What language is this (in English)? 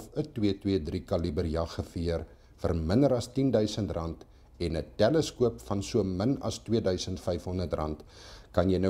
Afrikaans